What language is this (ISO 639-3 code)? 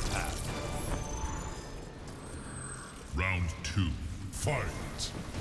eng